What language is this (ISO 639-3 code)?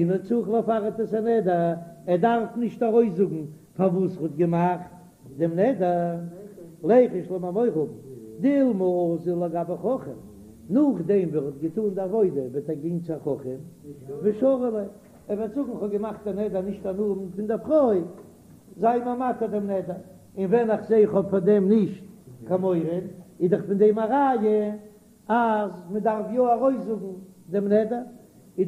yid